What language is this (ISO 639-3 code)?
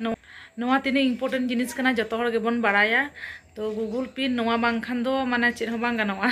sat